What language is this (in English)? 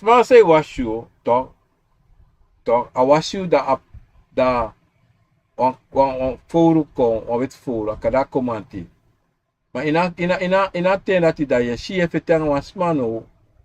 Sranan Tongo